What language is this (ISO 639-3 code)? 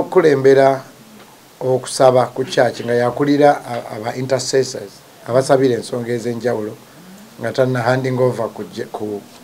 lug